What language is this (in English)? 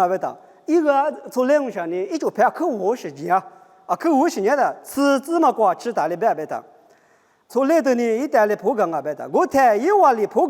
Lisu